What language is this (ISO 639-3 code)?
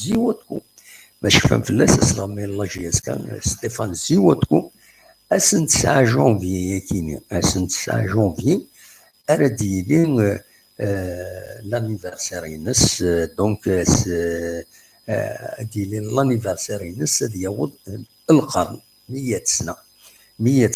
kab